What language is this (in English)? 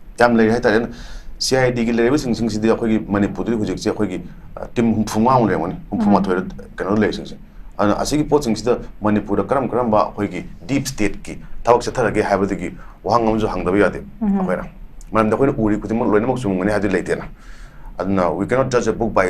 Manipuri